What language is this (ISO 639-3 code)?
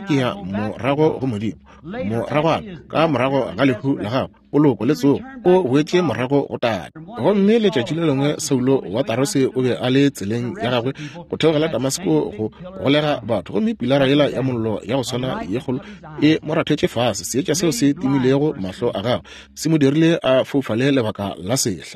nso